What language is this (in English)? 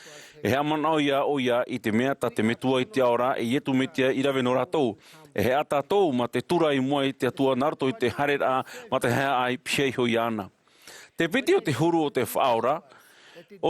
Tahitian